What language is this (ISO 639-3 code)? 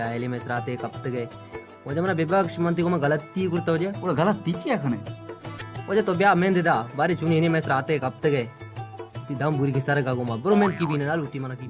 bal